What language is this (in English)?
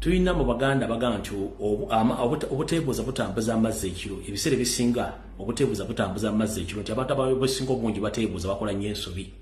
Ganda